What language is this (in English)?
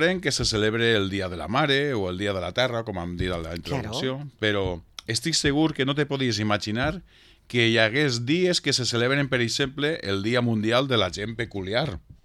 Catalan